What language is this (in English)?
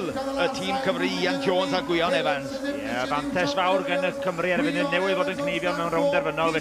Welsh